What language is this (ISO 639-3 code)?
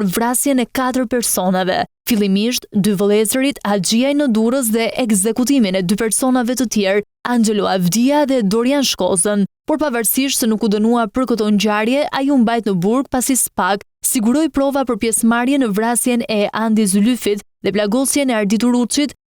sqi